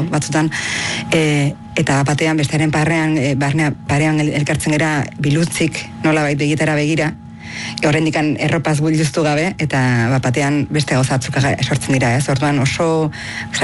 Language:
Basque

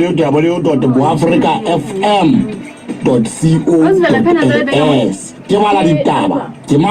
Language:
Southern Sotho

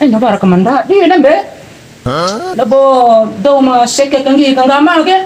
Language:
Bima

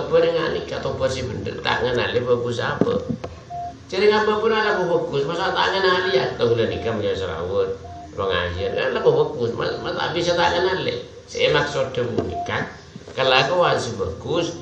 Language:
Madurese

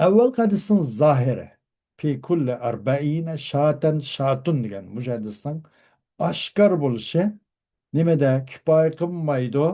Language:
Uyghur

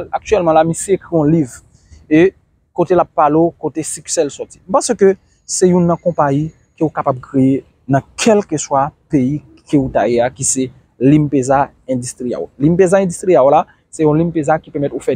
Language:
Haitian Creole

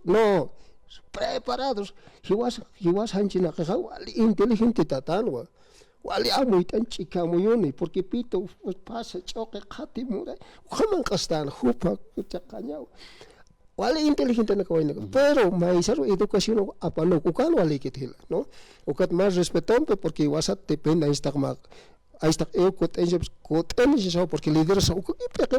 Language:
Aymara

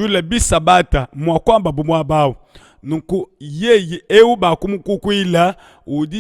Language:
Luba-Lulua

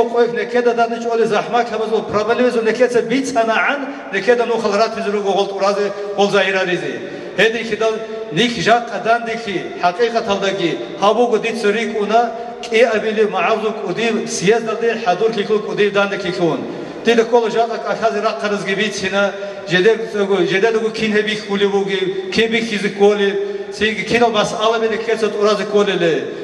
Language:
Avaric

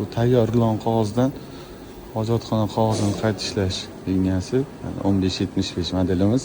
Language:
Uzbek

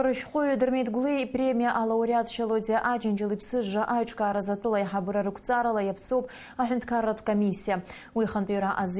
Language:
Abkhazian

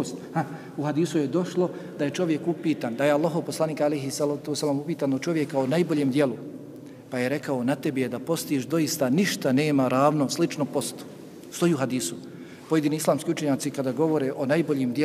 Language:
Bosnian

